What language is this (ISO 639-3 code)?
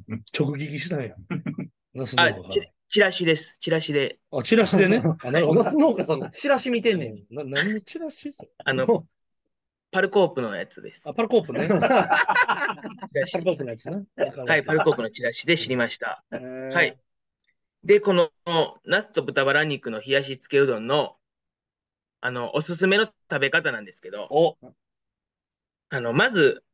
jpn